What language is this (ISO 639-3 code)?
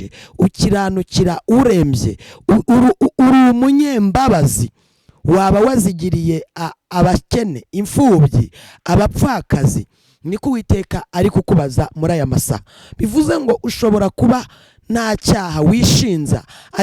kin